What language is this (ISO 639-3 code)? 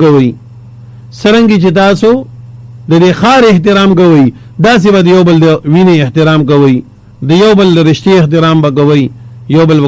pus